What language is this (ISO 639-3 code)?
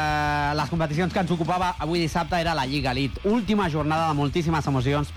cat